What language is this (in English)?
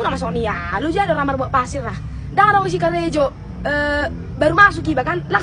Batak Toba